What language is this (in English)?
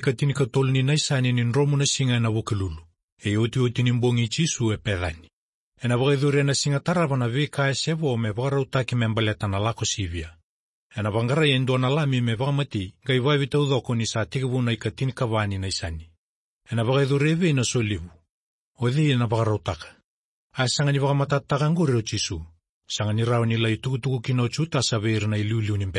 Fijian